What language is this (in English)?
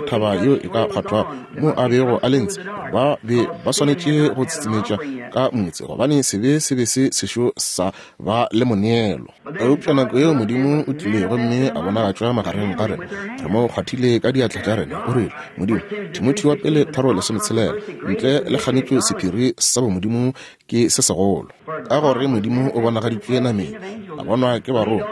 Northern Sotho